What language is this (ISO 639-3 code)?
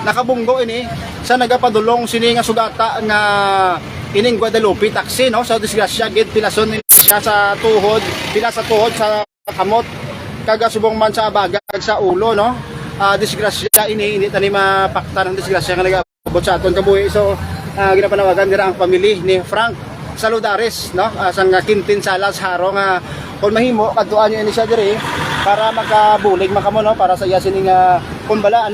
hil